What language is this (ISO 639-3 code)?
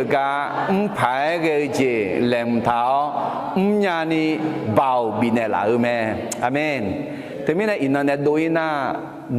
ahk